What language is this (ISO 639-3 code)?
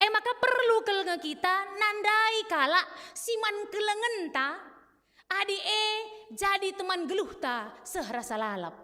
btx